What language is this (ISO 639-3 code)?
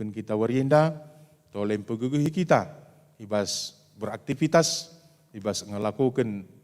btx